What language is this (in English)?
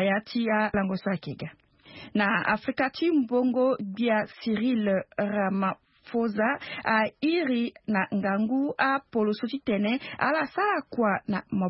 Sango